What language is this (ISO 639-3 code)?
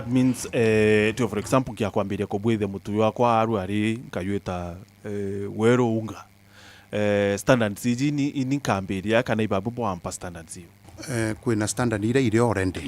mer